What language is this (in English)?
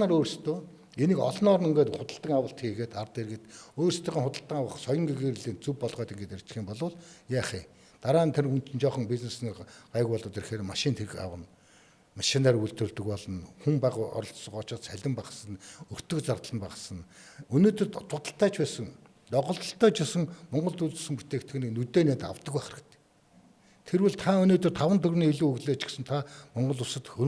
Mongolian